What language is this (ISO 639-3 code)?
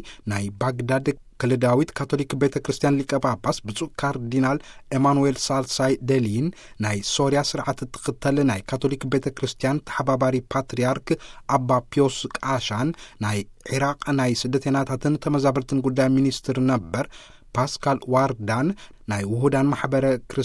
tir